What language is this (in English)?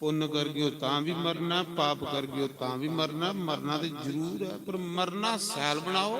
Dogri